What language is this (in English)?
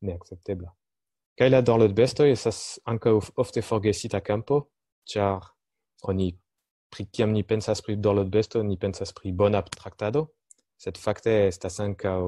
Esperanto